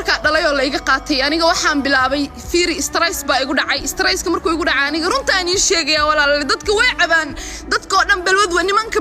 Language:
Somali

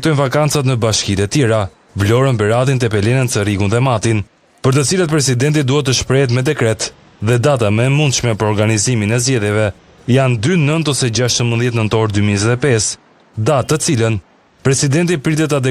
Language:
Albanian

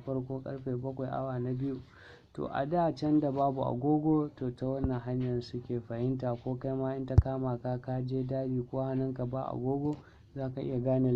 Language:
Hausa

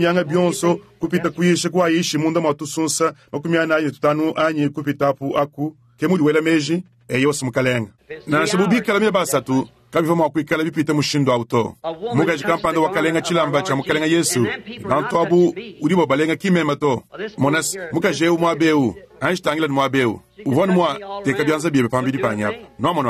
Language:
Luba-Lulua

